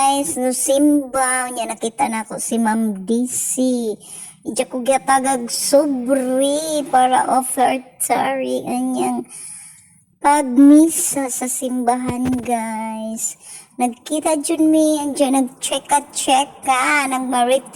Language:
Cebuano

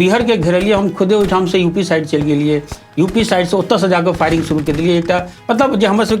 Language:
Maithili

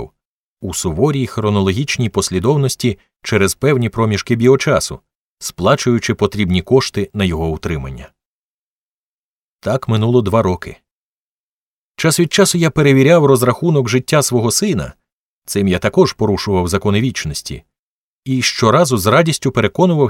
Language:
Ukrainian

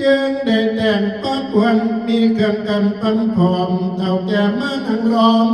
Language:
Northeastern Thai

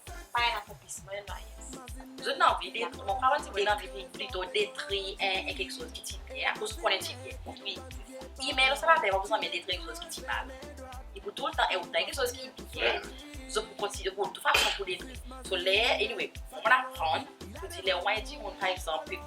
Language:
Seselwa Creole French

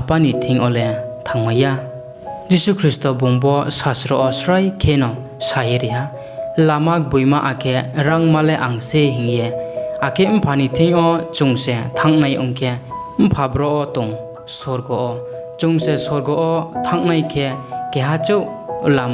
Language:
Riang (India)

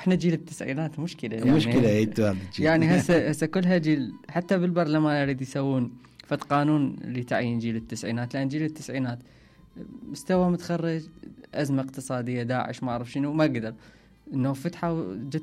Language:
Mesopotamian Arabic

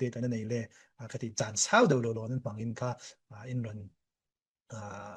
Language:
Falam Chin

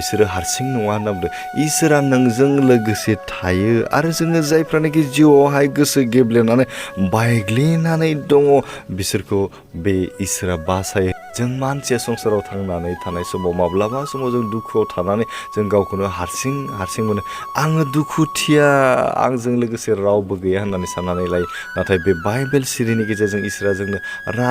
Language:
Bodo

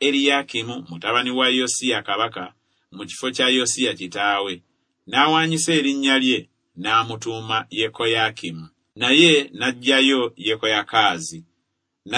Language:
Ganda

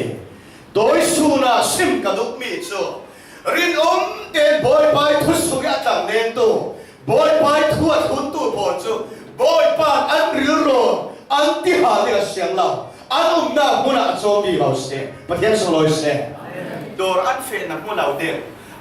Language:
Falam Chin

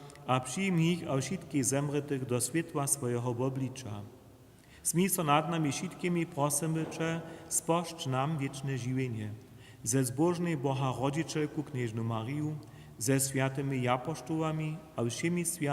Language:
Upper Sorbian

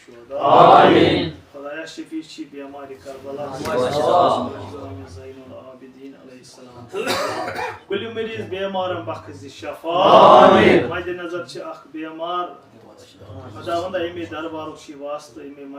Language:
Kashmiri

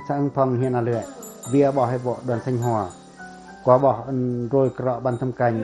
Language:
Pacoh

